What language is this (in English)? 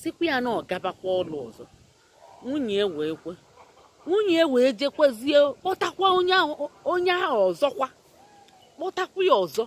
Igbo